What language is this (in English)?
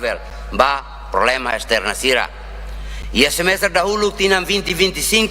Tetum